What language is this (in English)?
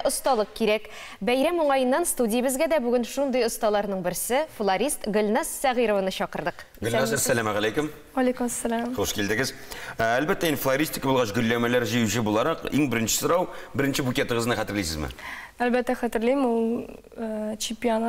Tatar